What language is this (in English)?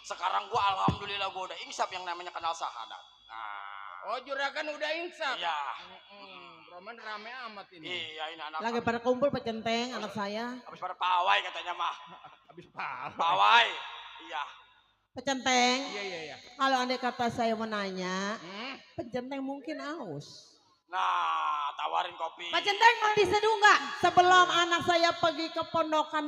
Betawi